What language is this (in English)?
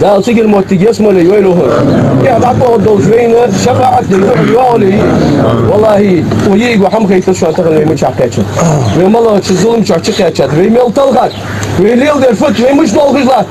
Ingush